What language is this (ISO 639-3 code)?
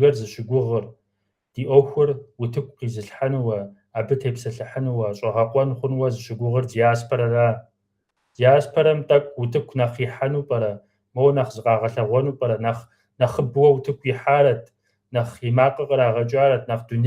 kbd